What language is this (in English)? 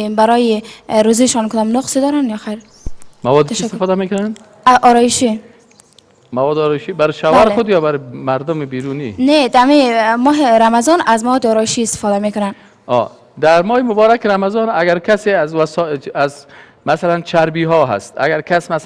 Persian